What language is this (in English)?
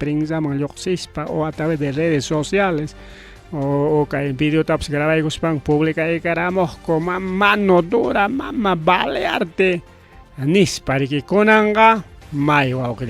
Ayacucho Quechua